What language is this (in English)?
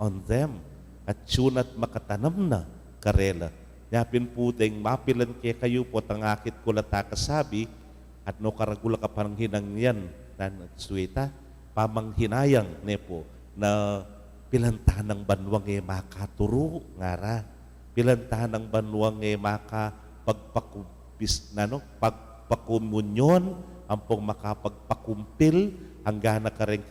Pampanga